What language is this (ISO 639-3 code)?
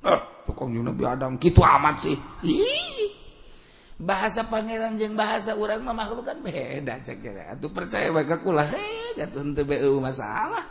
sun